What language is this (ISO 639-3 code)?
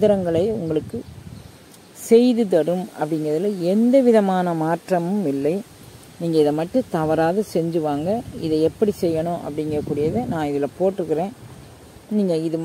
tam